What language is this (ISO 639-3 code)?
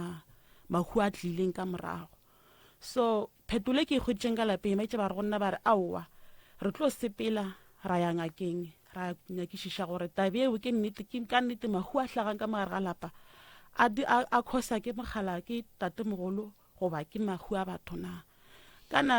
nso